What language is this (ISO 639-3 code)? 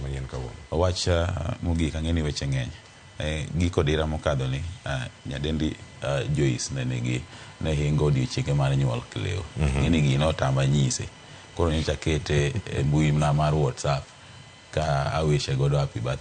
luo